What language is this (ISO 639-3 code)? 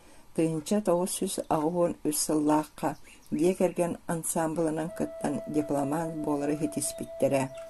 sah